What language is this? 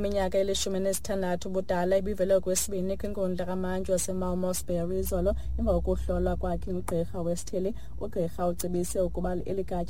Xhosa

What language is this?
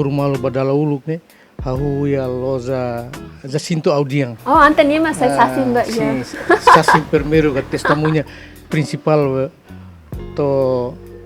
Tetum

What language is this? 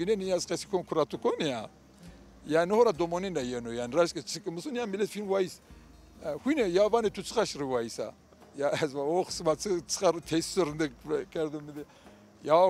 Zaza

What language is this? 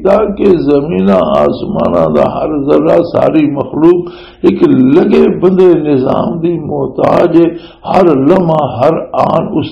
Western Panjabi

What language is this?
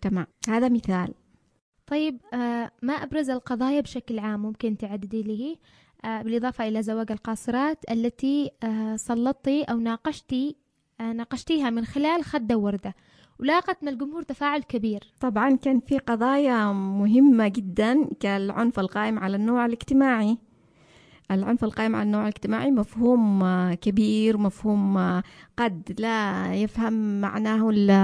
Arabic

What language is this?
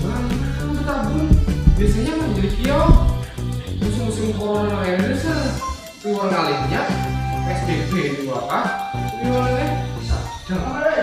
Banjar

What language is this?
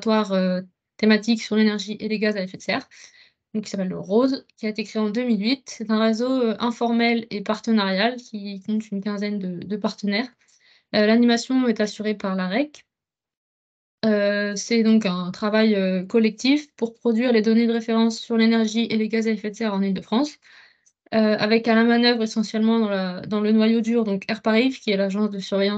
French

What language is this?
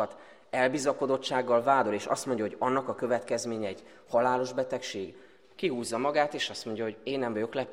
Hungarian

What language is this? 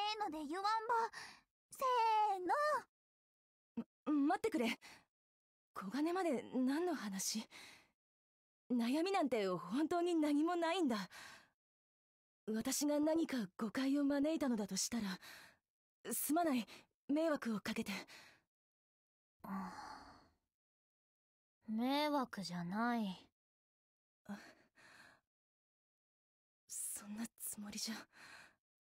Japanese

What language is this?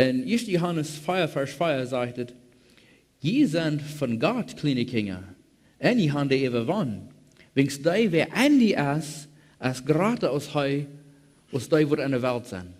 Plautdietsch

